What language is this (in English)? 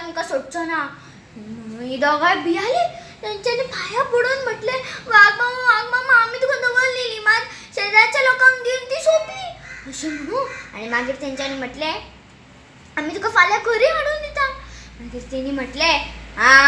Konkani